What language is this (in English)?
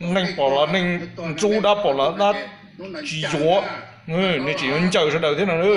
Hmong